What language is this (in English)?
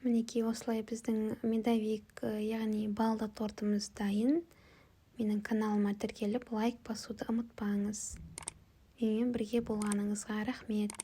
Kazakh